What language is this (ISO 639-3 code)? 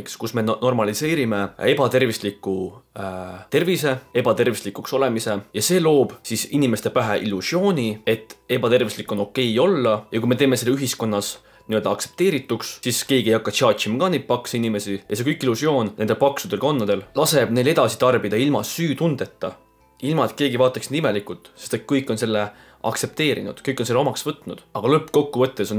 est